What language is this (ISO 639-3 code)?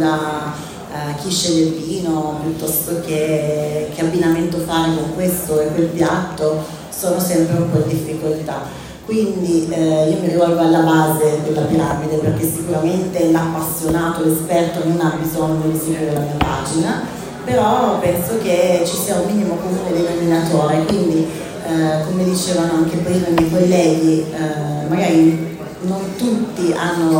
ita